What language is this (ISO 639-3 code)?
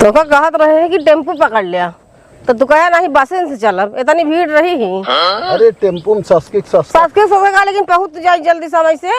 awa